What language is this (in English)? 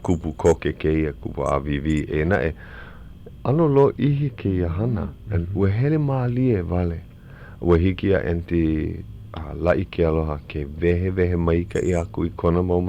Hawaiian